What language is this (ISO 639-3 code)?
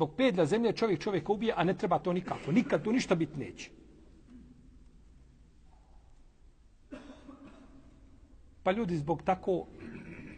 bos